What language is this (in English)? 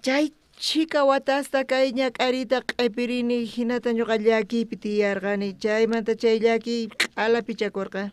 South Bolivian Quechua